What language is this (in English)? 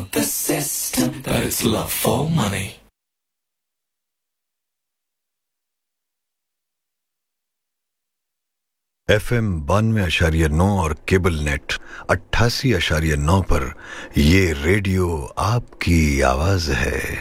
Hindi